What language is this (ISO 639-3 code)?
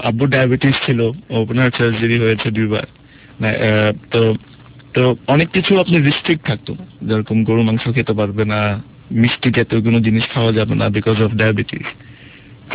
ben